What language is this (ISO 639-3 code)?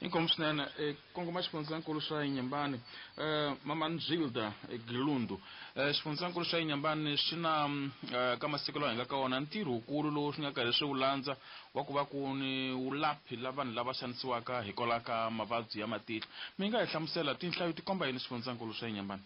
tso